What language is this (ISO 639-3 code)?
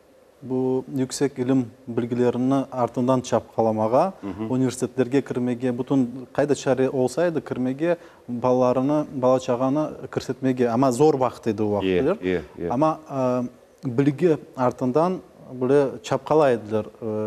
crh